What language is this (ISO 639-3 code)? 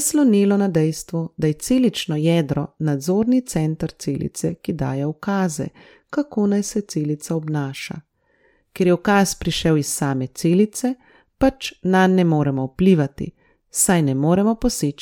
slv